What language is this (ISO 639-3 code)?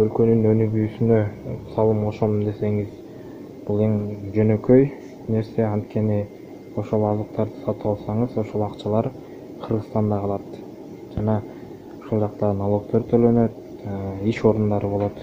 kir